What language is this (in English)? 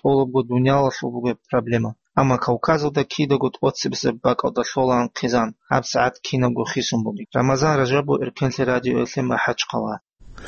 Avaric